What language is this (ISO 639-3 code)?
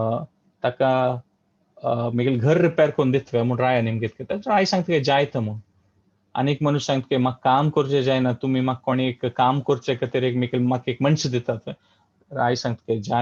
kok